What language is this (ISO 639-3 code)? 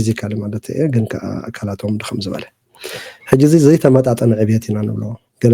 tir